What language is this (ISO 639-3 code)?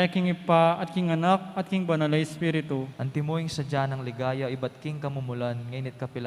pam